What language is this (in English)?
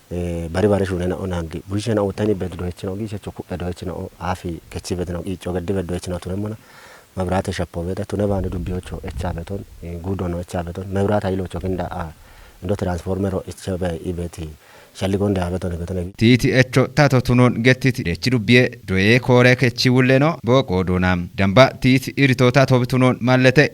Kafa